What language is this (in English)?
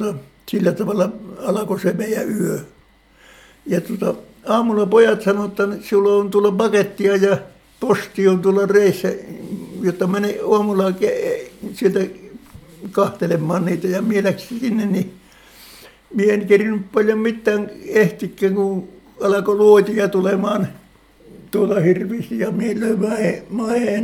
Finnish